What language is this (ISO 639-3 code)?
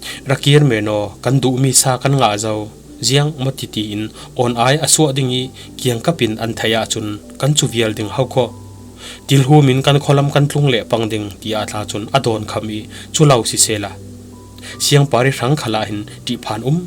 cfm